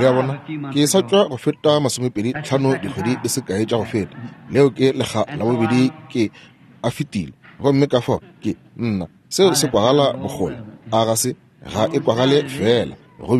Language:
Northern Sotho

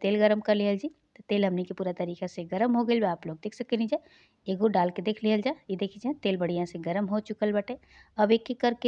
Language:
Bhojpuri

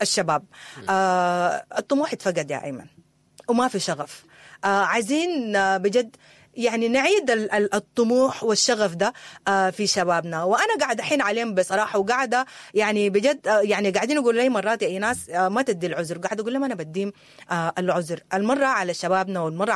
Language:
Sudanese Arabic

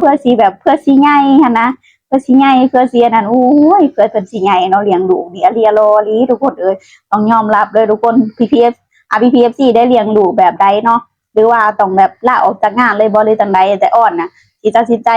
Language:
Northeastern Thai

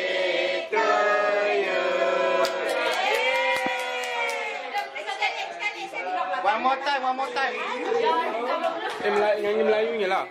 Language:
Malay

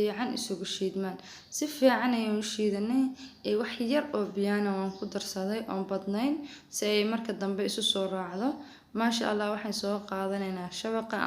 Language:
Somali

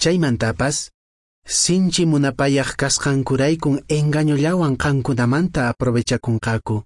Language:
Quechua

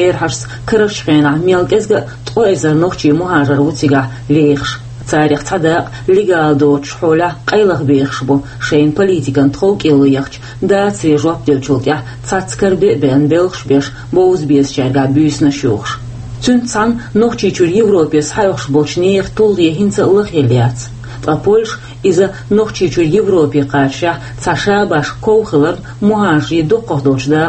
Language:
Chechen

